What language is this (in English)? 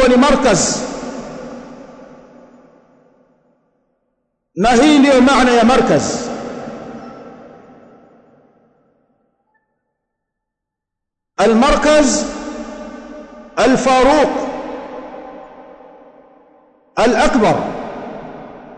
Swahili